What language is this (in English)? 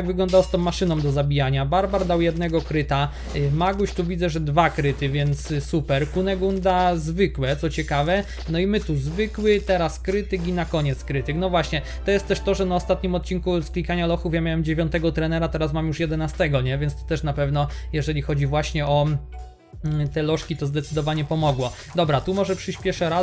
Polish